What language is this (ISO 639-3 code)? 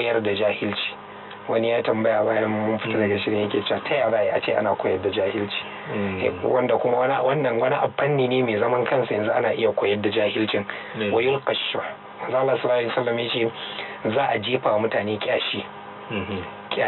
hau